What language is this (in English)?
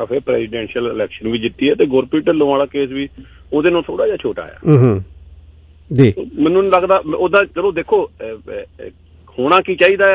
Punjabi